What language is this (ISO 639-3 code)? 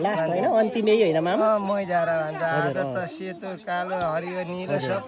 nep